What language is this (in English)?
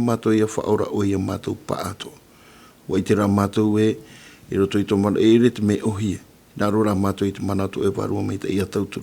Tahitian